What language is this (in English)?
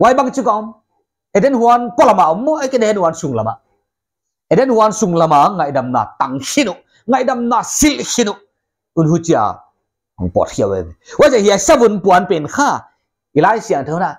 Paite Chin